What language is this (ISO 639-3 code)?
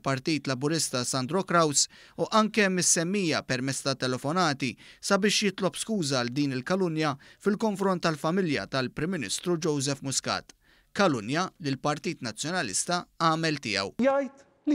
mlt